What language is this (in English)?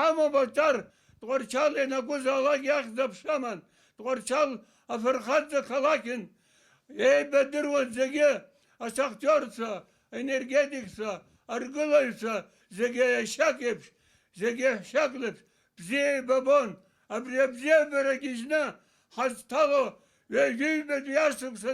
Abkhazian